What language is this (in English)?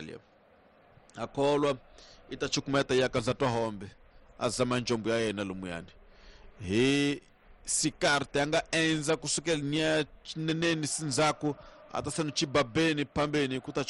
Tsonga